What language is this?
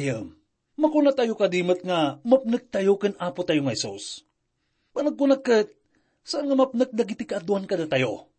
Iloko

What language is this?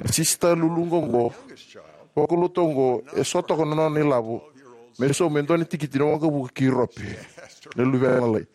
Fijian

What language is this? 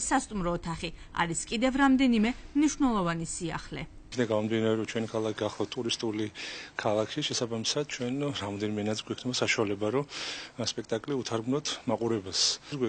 Georgian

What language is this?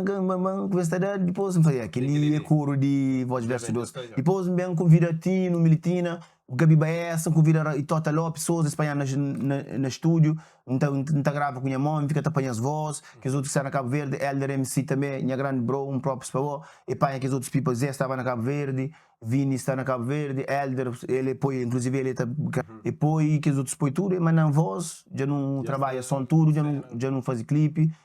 Kabuverdianu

